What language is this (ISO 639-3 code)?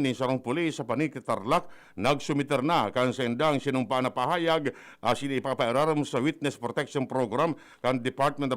bik